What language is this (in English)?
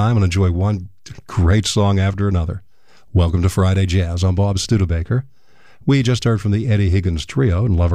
English